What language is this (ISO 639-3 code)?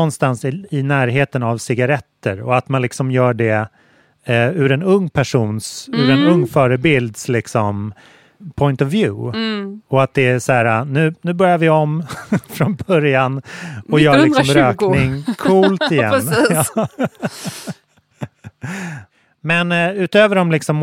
swe